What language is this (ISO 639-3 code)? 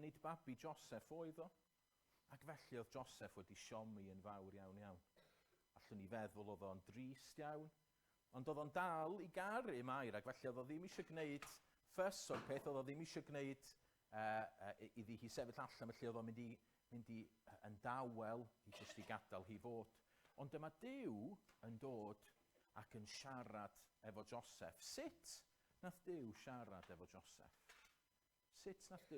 cym